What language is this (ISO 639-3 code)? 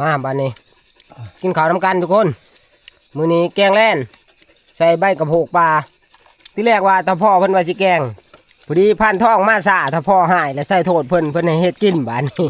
tts